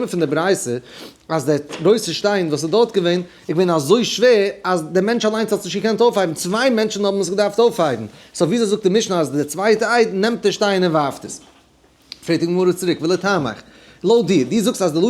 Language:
Yiddish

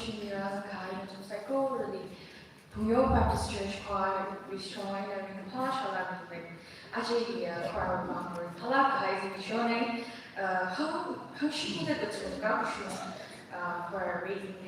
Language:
Tangkhul Naga (India)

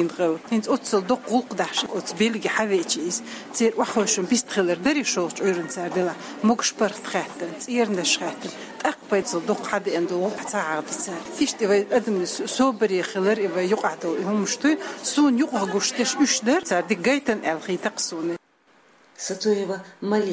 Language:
Chechen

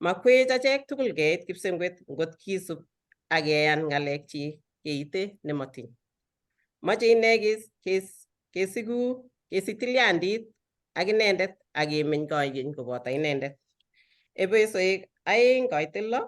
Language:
Kalenjin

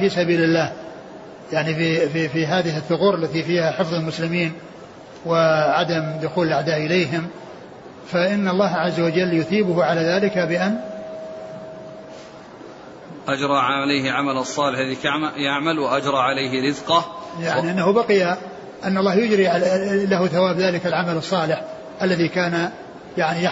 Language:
Arabic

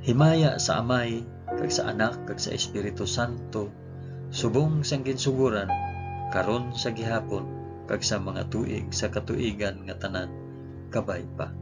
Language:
Hiligaynon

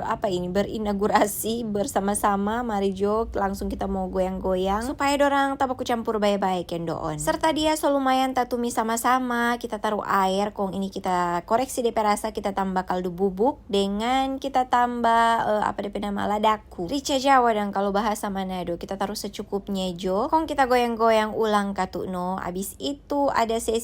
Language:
Manado Malay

